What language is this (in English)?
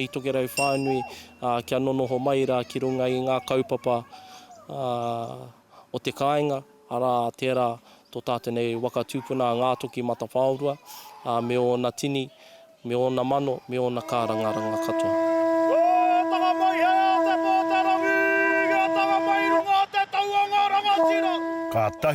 Māori